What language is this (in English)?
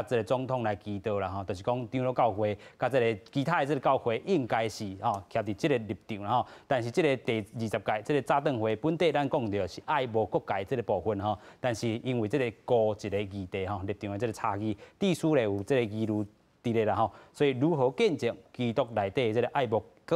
Min Nan Chinese